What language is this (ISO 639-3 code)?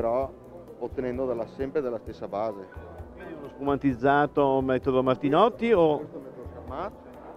ita